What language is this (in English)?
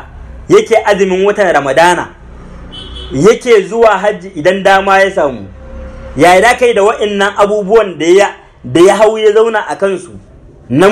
Hausa